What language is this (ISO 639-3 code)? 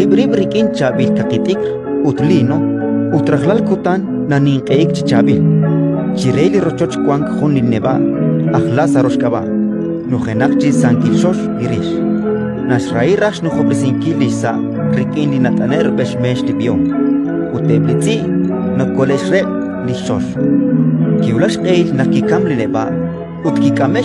kek